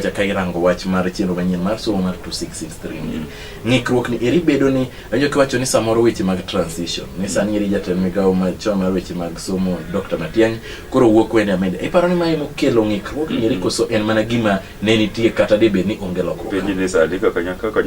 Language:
Luo (Kenya and Tanzania)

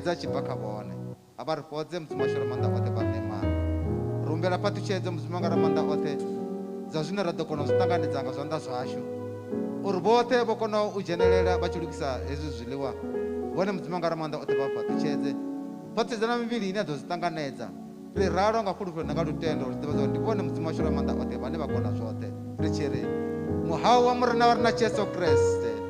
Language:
Venda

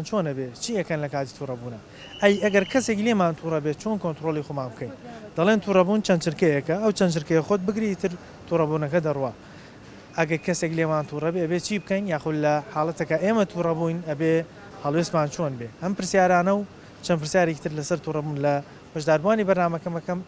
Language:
Central Kurdish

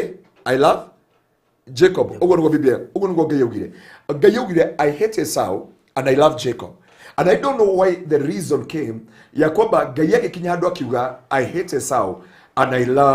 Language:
Kikuyu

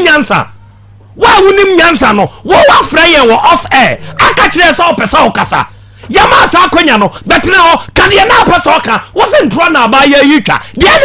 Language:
Akan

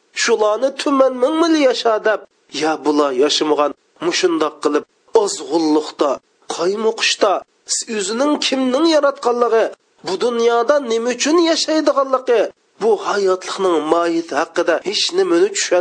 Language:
Uyghur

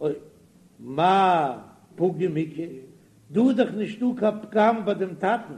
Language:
Yiddish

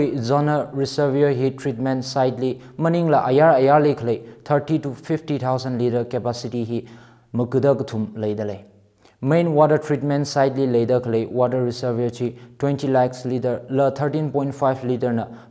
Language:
Tangkhul Naga (India)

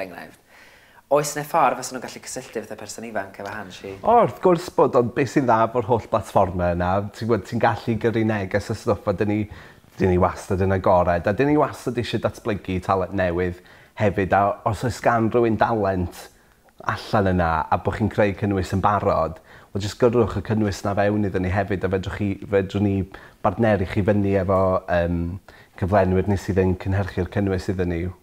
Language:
Welsh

